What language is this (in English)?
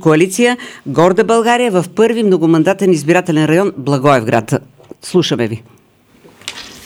Bulgarian